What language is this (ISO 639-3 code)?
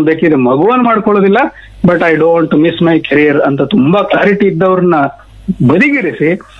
kan